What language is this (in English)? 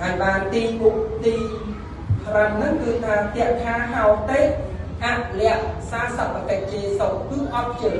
Khmer